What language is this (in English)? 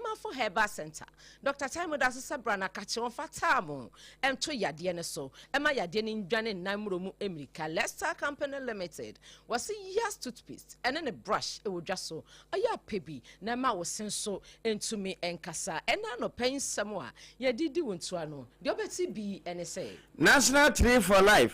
Akan